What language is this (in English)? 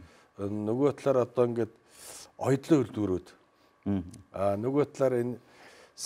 Mongolian